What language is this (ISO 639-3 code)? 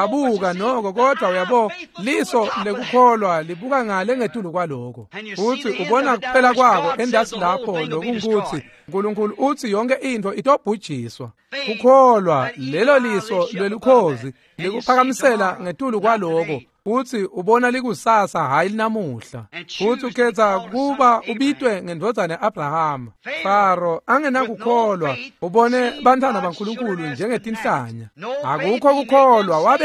ssw